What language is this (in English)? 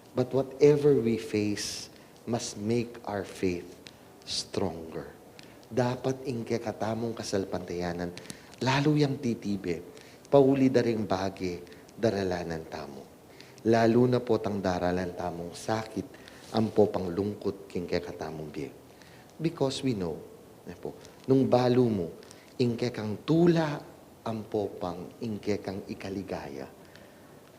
Pampanga